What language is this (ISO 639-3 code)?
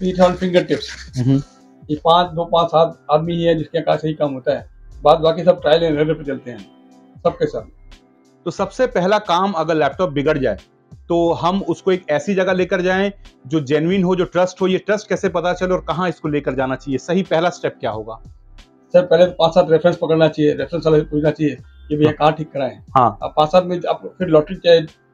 hin